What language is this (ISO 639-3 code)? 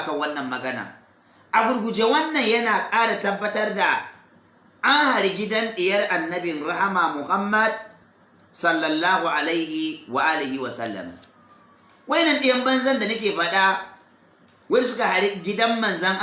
hau